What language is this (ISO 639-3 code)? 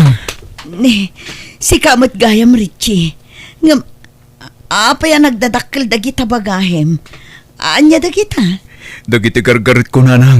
ilo